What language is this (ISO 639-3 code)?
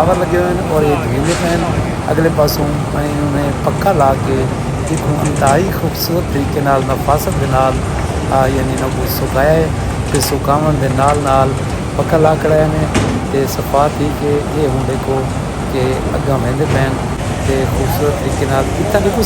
skr